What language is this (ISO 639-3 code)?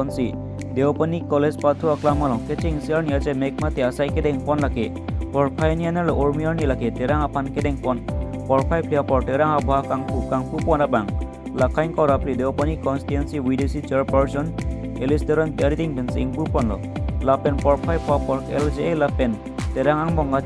mjw